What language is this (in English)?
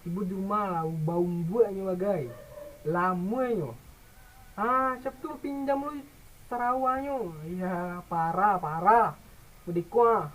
Minangkabau